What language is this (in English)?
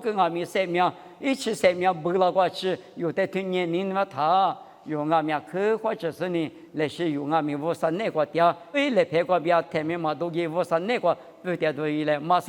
Lisu